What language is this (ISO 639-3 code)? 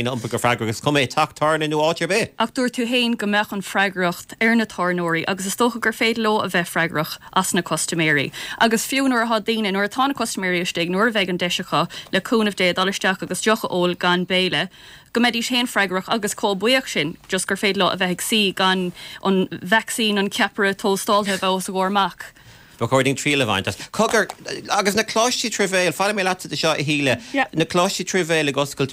gle